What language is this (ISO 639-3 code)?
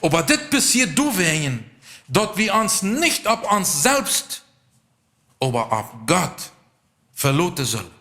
pdt